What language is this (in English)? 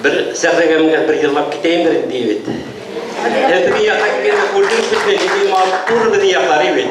Bashkir